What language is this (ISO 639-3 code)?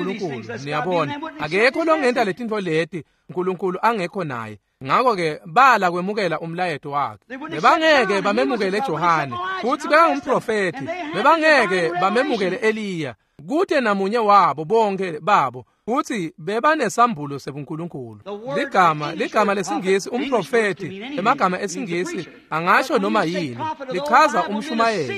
ssw